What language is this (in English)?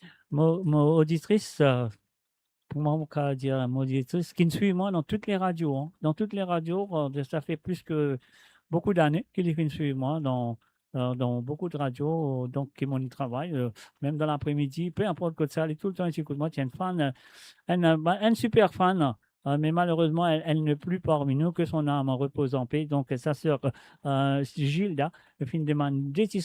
Morisyen